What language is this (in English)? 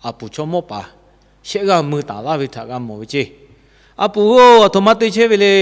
Lahu